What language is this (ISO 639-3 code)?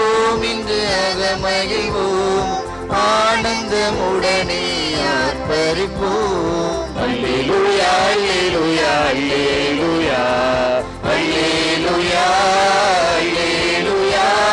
tam